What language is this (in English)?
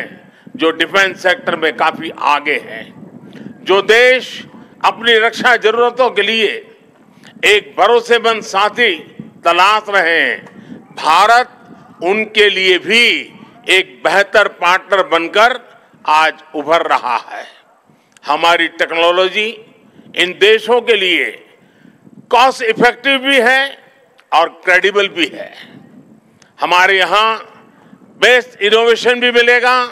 Hindi